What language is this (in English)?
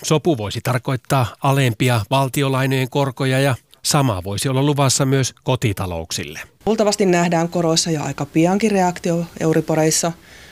Finnish